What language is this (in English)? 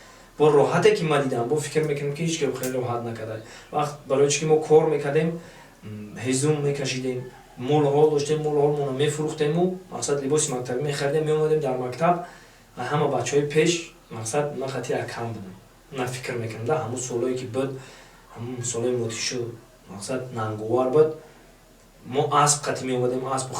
Tajik